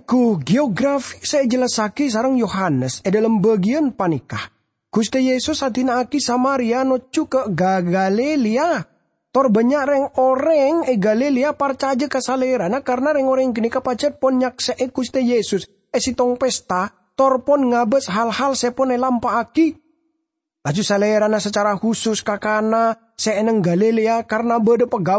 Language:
Madurese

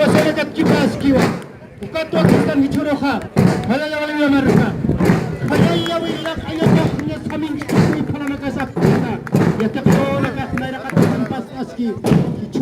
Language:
Aymara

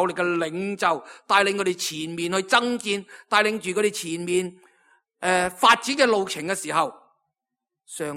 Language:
Cantonese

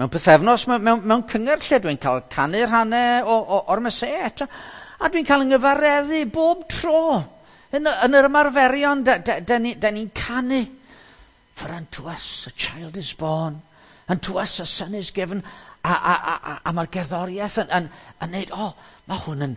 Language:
Welsh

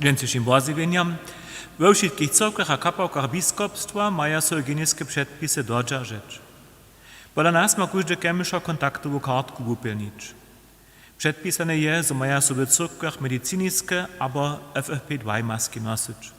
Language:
Upper Sorbian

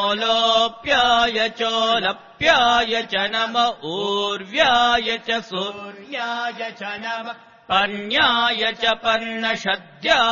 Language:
Sanskrit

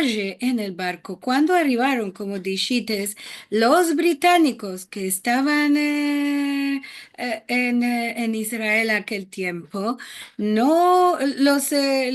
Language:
Ladino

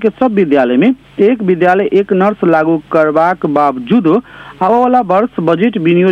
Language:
Maithili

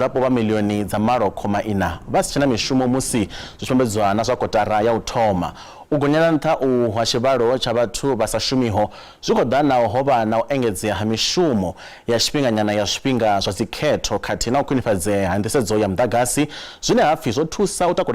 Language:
Venda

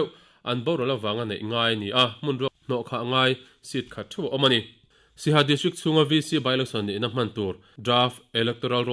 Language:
Mizo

